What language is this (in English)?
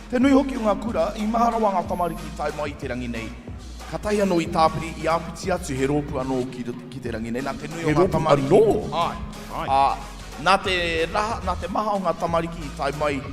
Māori